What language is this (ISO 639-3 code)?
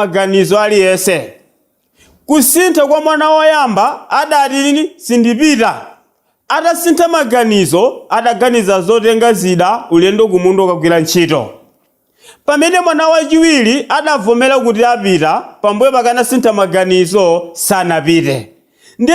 nya